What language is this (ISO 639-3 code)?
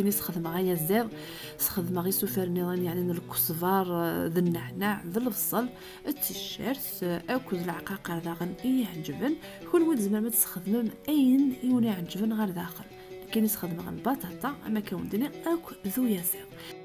kab